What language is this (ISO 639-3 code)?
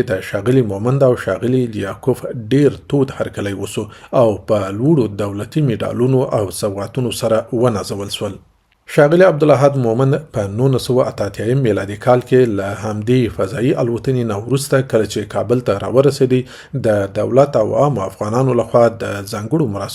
pus